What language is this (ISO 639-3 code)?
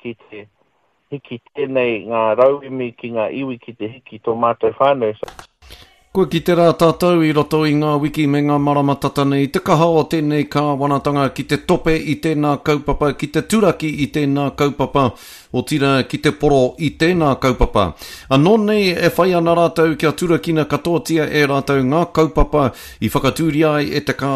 mri